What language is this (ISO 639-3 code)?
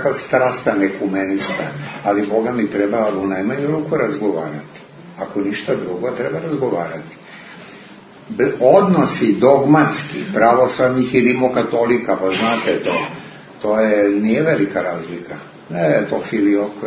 srp